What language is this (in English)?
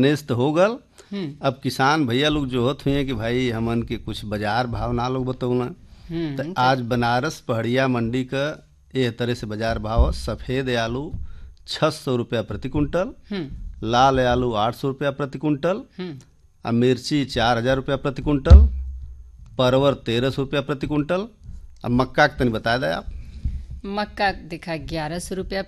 Bhojpuri